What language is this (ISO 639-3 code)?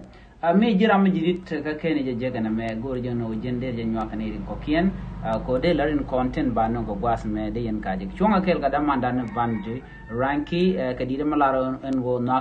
nus